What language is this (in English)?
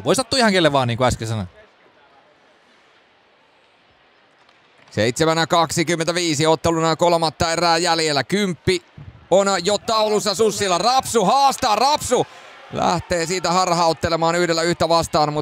Finnish